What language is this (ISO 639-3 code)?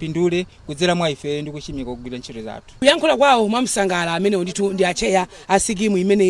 nya